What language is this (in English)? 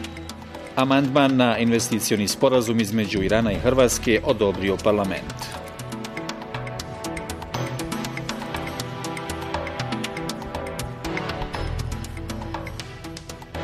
Bosnian